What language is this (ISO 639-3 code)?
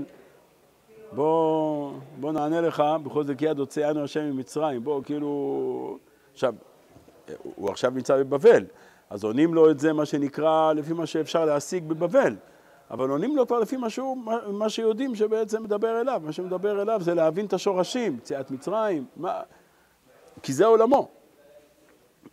heb